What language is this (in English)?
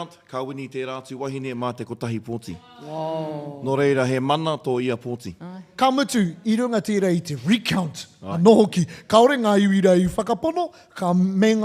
Māori